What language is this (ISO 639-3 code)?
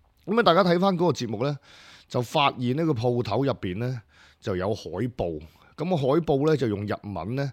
yue